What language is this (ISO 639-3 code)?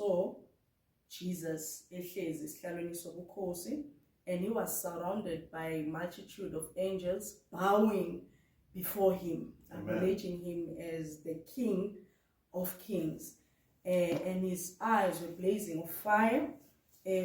zul